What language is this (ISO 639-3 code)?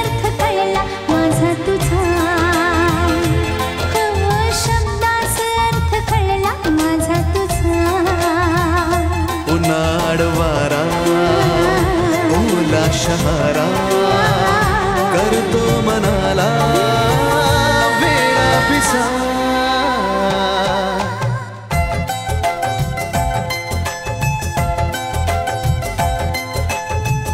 mar